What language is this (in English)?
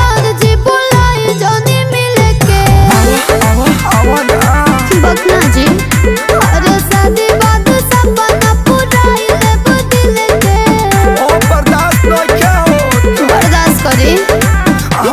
Bhojpuri